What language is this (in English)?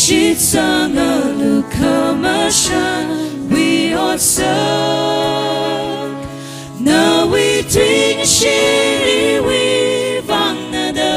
Tangkhul Naga (India)